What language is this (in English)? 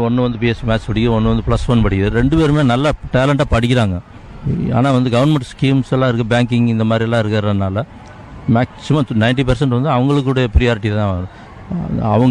Tamil